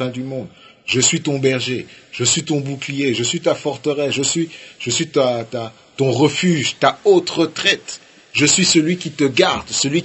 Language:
French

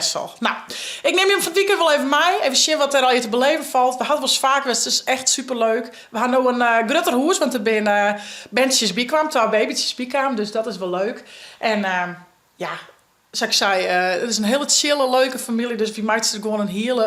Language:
Western Frisian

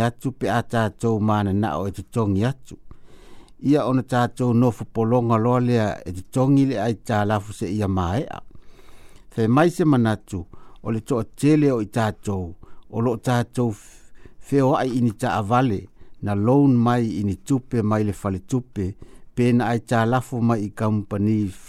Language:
Samoan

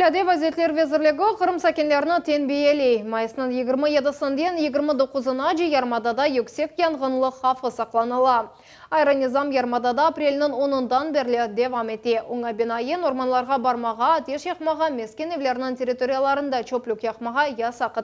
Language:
Crimean Tatar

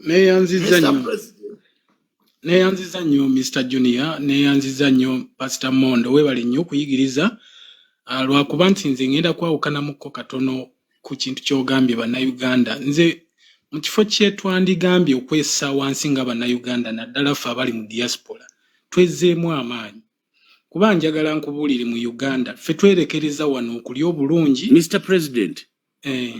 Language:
Ganda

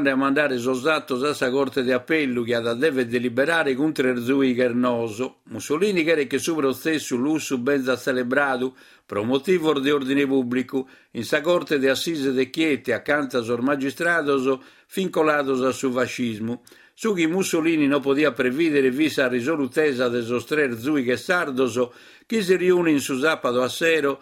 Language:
Sardinian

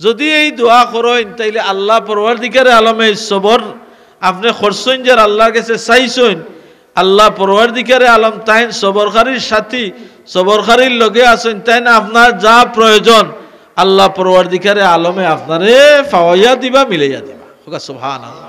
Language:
Sylheti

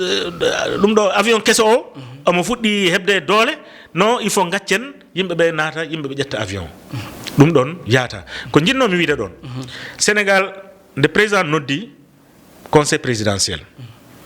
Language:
Fula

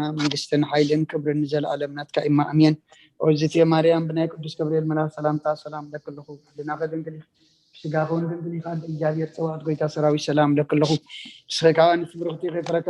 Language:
Tigrinya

